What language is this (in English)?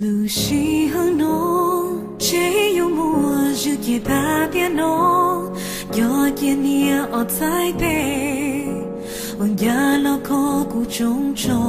Hmong